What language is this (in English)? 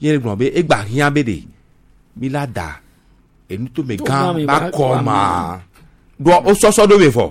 Gen